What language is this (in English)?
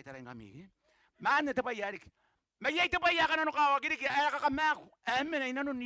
Gilbertese